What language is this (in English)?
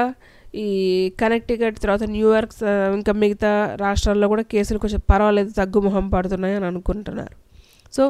Telugu